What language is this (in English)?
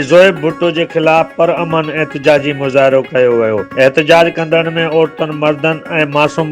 Sindhi